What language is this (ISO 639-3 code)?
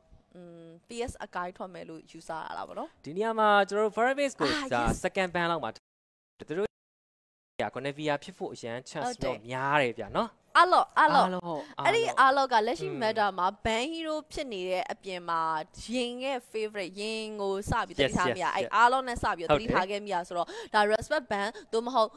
mya